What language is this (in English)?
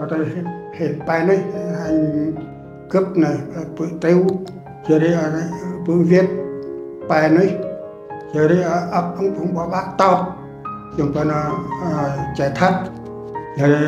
Central Mnong